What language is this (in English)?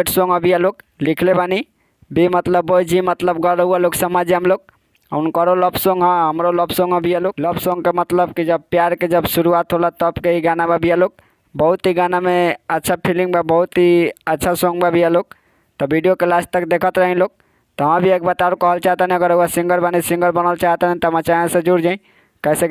Bhojpuri